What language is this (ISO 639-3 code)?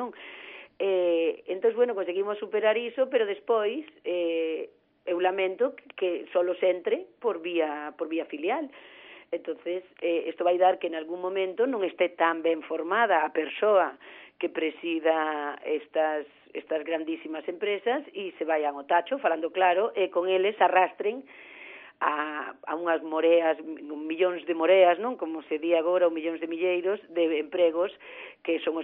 glg